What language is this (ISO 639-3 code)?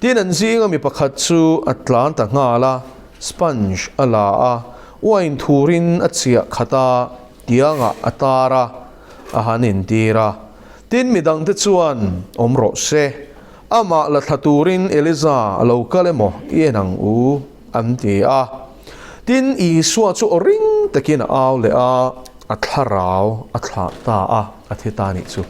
lus